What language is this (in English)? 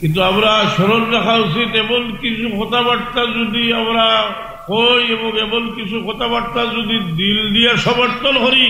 Sylheti